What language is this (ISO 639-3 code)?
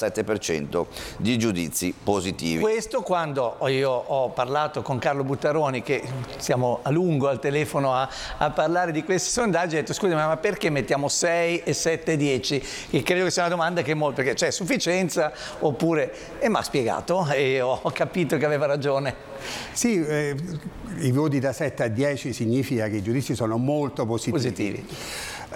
ita